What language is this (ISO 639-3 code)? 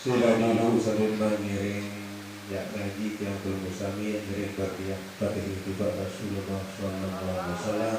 sas